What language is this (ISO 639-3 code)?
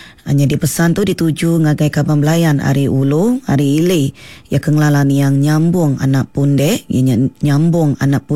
iba